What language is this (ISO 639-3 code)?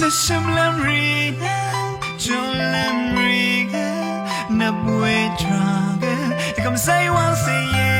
raw